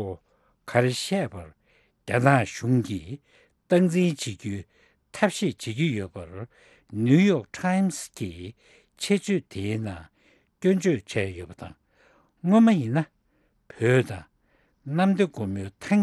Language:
Tibetan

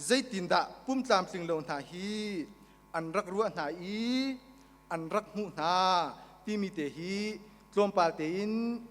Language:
Hakha Chin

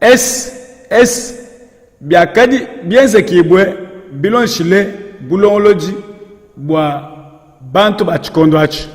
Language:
Luba-Lulua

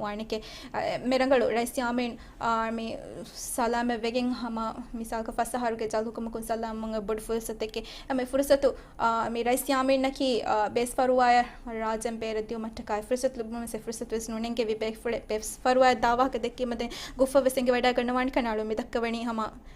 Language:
Divehi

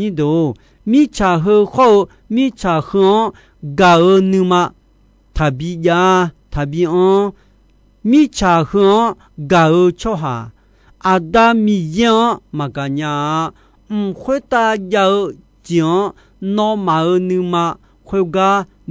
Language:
Akha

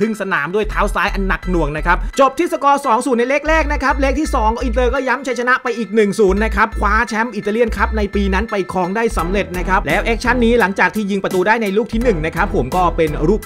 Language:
Thai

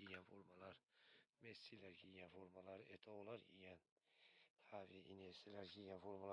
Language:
Uzbek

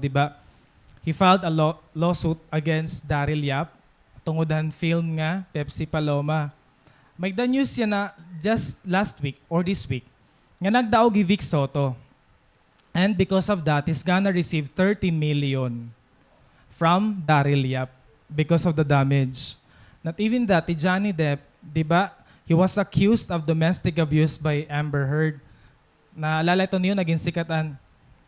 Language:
Waray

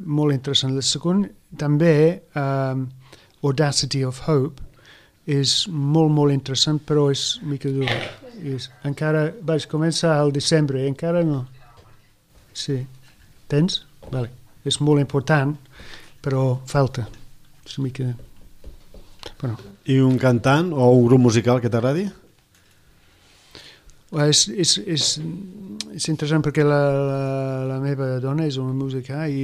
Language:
Catalan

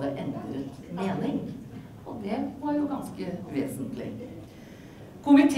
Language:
Norwegian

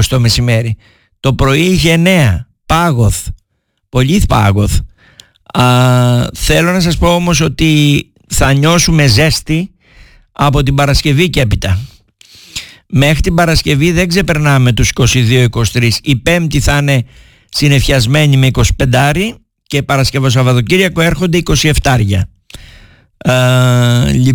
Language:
Greek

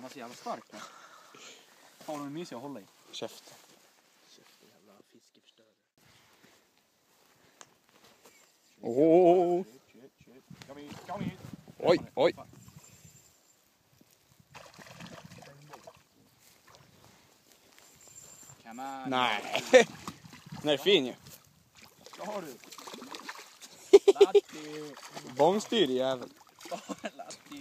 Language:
Swedish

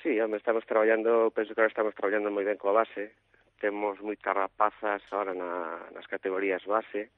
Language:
Galician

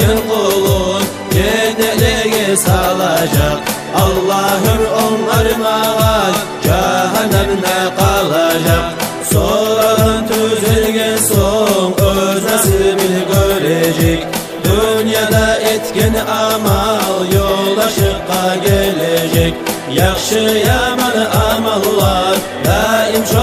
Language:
Kumyk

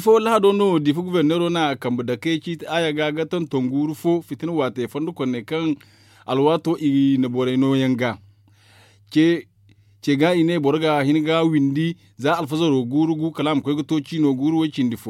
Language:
Zarma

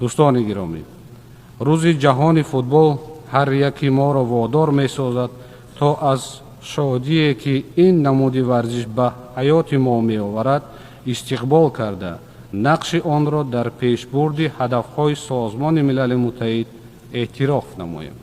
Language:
Tajik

